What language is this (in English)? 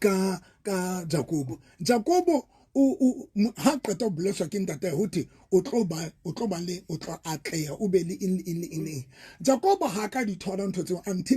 Southern Sotho